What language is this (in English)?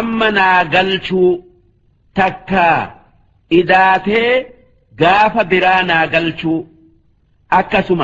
Oromo